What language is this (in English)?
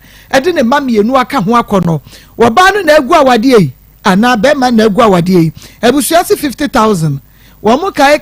Akan